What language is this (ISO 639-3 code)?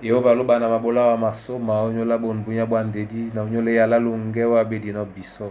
dua